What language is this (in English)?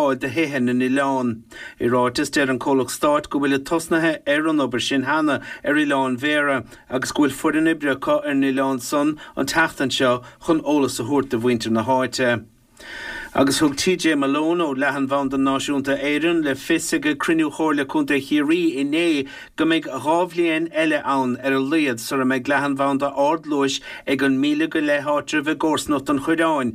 Irish